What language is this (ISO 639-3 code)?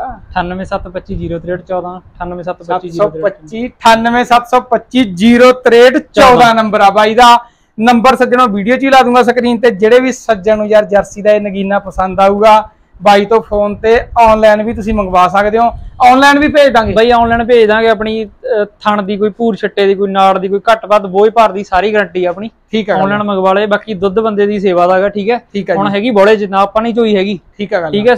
pan